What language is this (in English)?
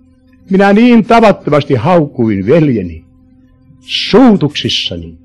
Finnish